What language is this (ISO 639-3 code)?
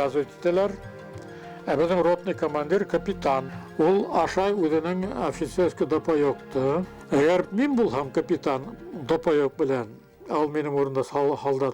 bak